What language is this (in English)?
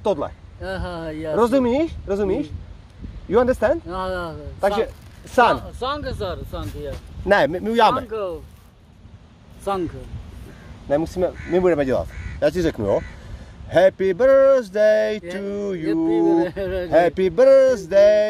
Czech